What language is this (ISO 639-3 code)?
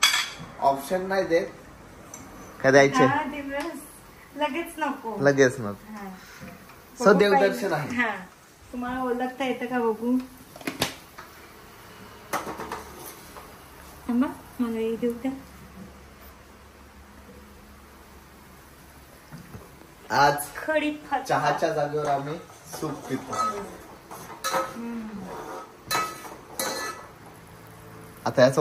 mar